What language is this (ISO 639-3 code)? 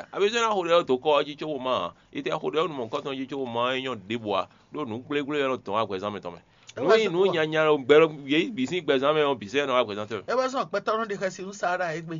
fon